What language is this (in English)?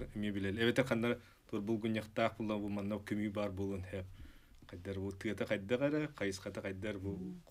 Yakut